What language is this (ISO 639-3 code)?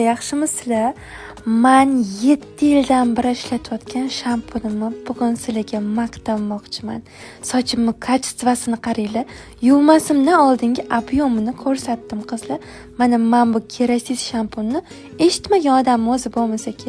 uzb